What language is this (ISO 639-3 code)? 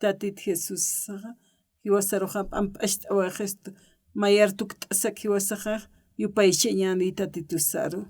aym